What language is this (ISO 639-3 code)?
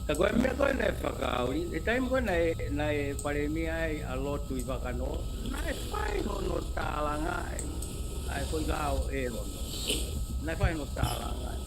ton